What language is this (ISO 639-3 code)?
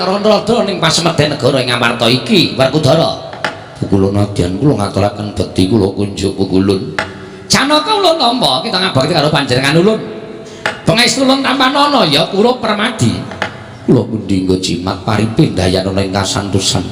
jav